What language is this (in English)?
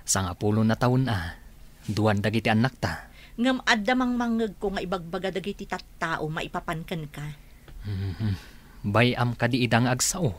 Iloko